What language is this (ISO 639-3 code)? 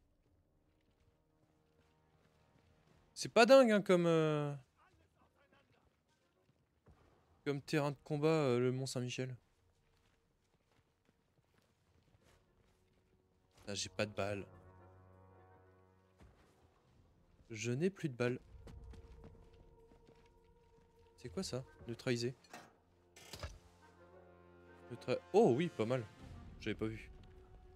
fra